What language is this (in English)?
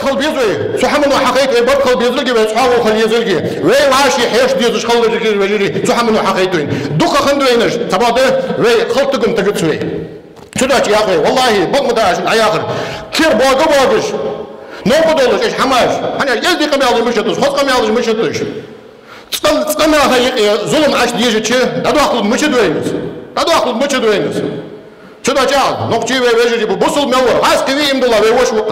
Ingush